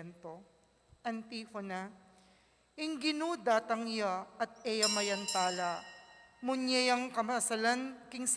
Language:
Pampanga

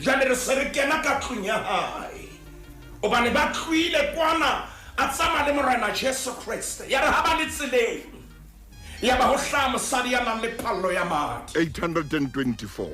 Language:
Southern Sotho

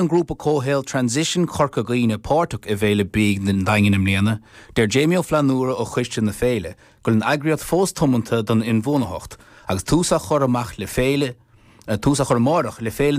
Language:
Irish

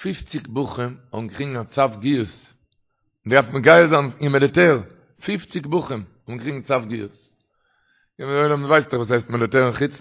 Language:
Yiddish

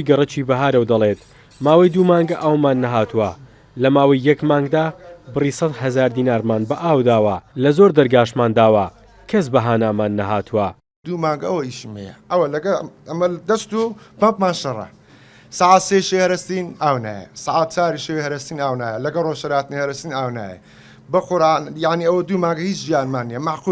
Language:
Central Kurdish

